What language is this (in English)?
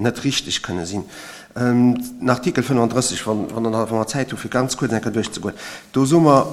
Luxembourgish